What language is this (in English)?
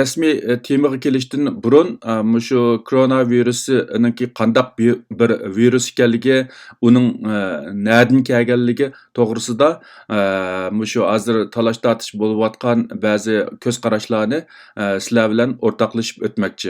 Uyghur